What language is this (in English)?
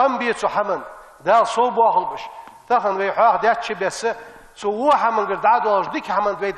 Ingush